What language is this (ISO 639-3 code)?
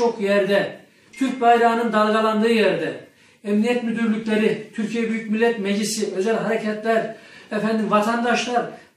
tur